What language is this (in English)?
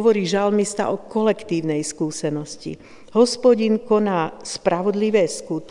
Slovak